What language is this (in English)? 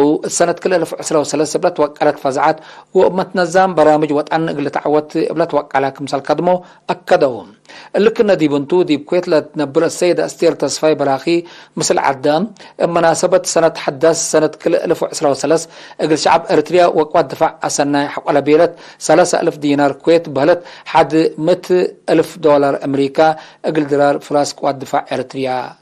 Tigre